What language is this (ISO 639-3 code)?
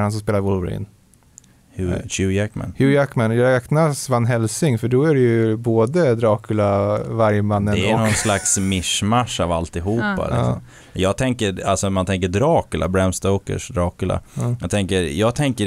swe